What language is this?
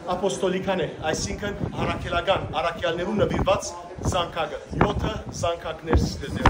Western Armenian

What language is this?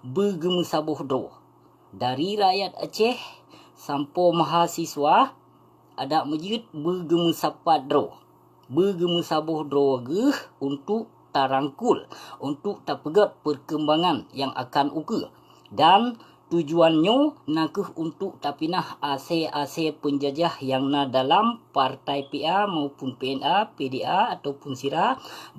Achinese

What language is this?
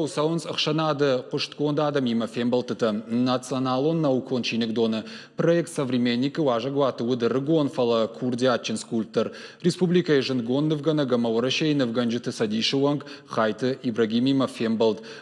Ossetic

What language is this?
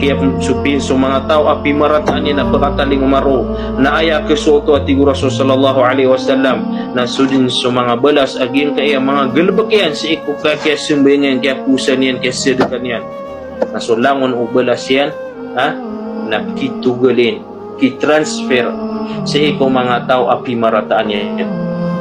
Maranao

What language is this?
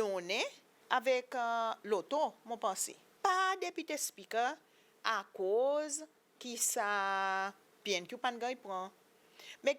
Seselwa Creole French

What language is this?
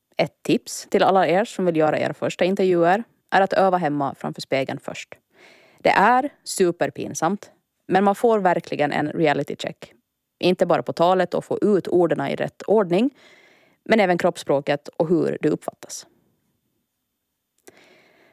Swedish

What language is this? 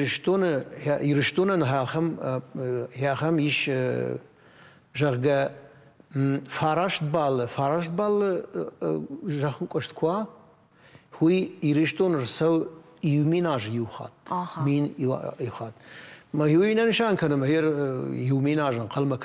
Ossetic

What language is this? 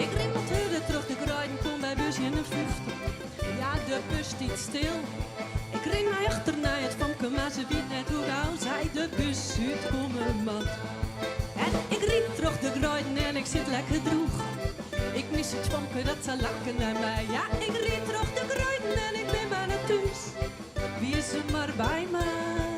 Western Frisian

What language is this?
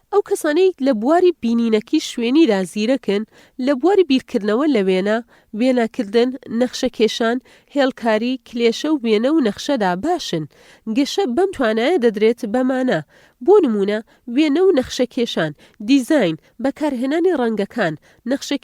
Central Kurdish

